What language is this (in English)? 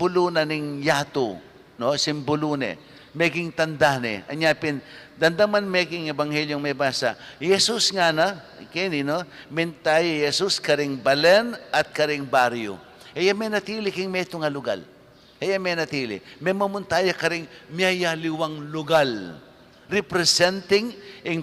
Pampanga